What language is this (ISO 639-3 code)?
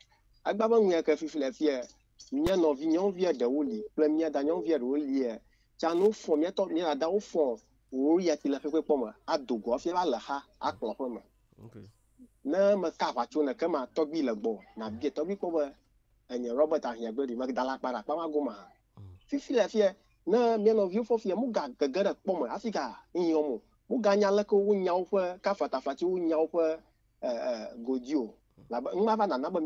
ewe